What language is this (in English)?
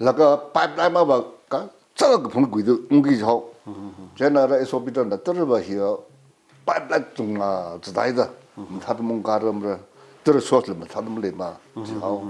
Tangkhul Naga (India)